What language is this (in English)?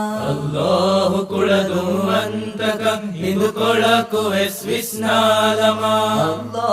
Divehi